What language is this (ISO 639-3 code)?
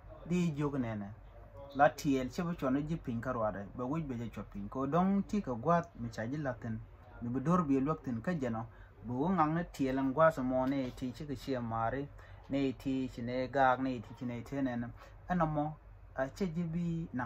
nus